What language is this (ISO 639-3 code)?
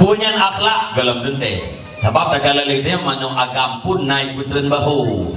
ace